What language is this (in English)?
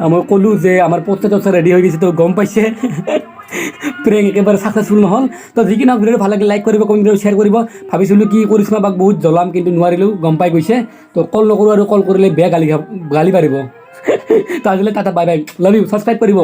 Assamese